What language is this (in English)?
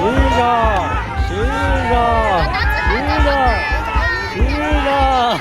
Hmong